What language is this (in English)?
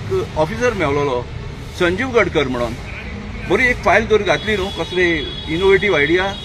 Konkani